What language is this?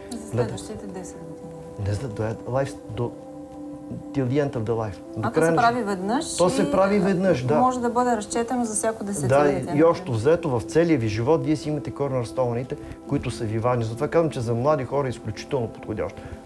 Bulgarian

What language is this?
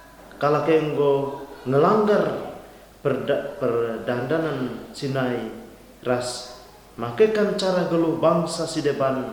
Batak Karo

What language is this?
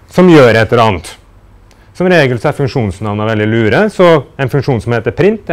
Norwegian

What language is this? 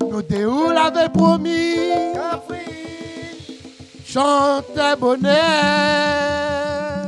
Réunion Creole French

